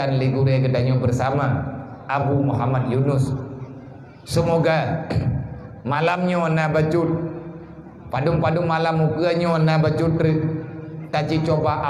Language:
Achinese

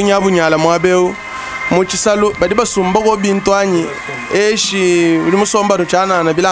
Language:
Luba-Lulua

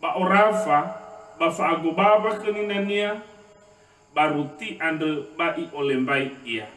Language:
Nias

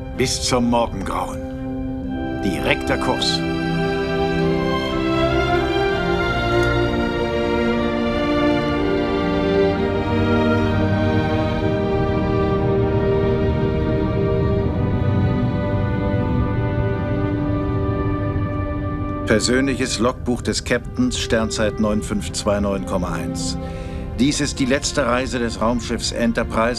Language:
German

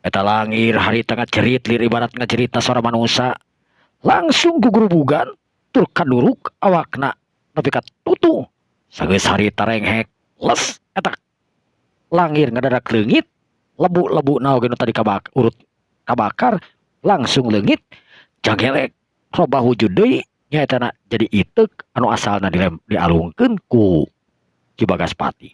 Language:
Sundanese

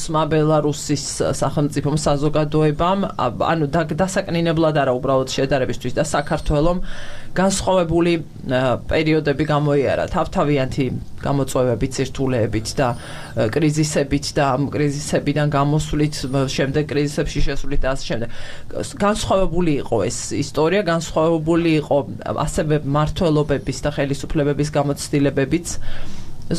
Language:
Georgian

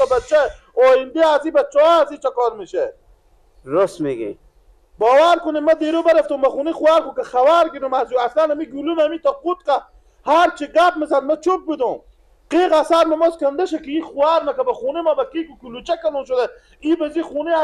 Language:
Persian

